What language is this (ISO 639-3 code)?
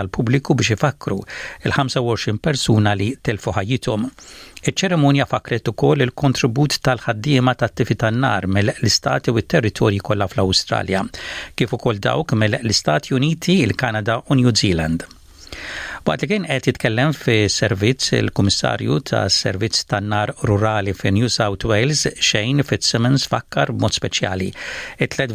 mlt